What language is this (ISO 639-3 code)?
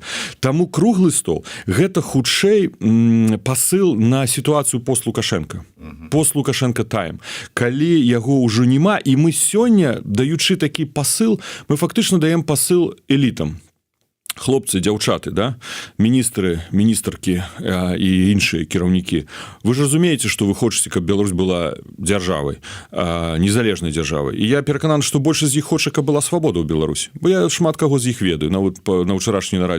bel